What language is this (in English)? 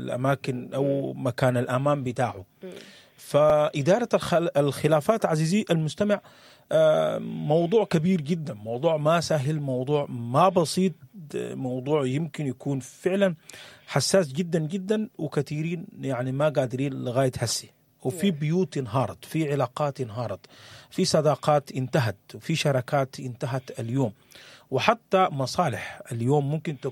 Sudanese Arabic